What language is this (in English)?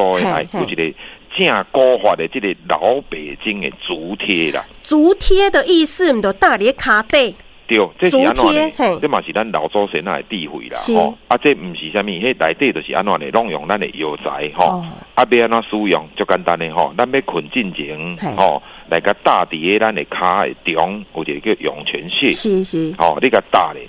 Min Nan Chinese